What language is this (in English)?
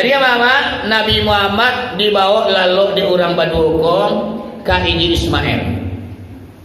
Minangkabau